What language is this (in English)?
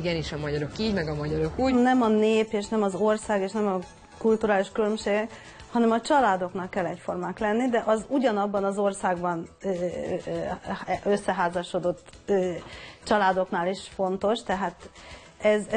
Hungarian